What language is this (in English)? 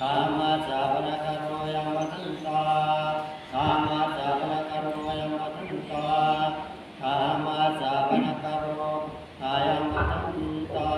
Pali